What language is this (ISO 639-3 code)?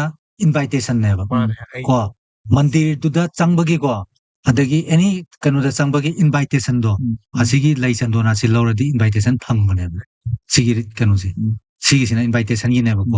mni